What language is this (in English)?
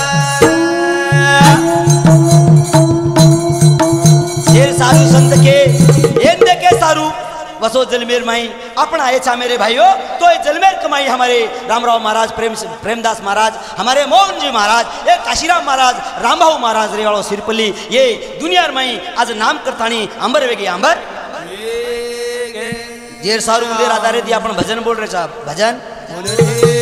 Lambadi